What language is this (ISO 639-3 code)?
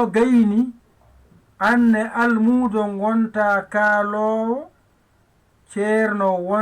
ful